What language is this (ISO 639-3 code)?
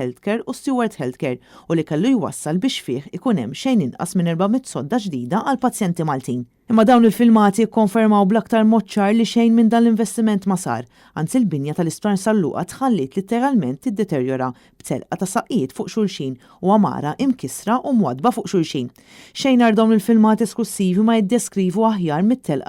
mlt